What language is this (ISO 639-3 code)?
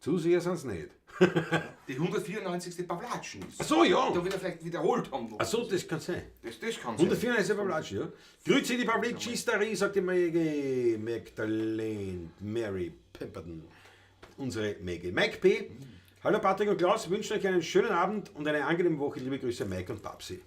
bar